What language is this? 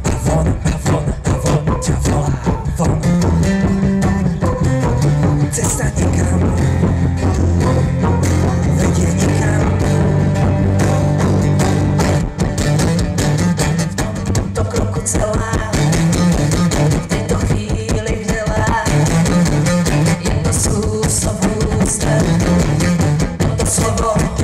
Slovak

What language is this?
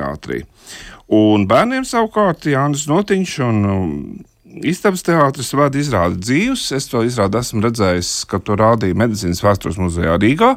Latvian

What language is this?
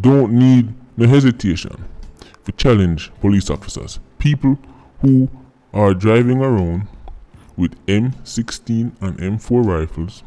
Jamaican Creole English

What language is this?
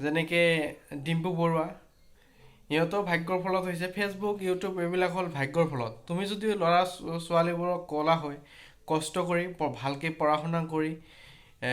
Assamese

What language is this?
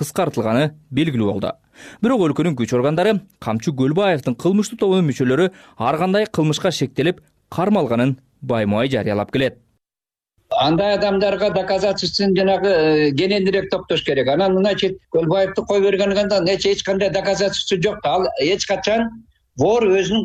Kyrgyz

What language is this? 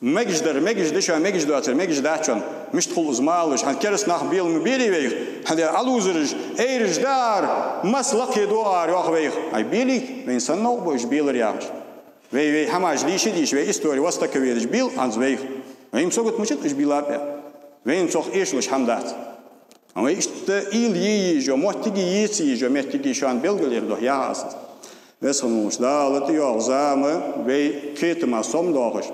Ingush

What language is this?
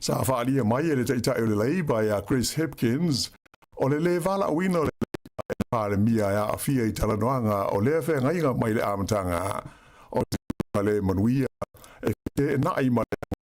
Samoan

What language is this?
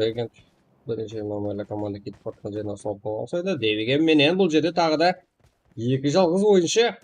Kara-Kalpak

